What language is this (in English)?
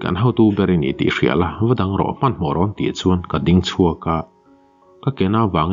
Mizo